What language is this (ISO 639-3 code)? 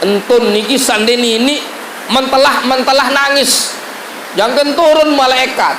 sas